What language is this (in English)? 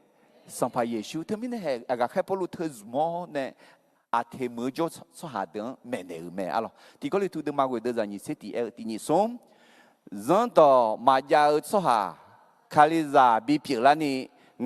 Akha